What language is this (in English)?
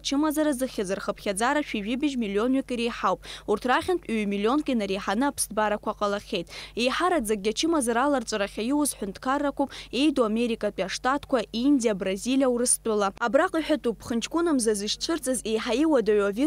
Abkhazian